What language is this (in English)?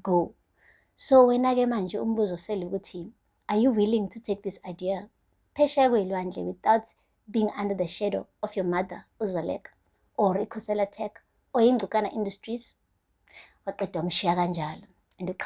Zulu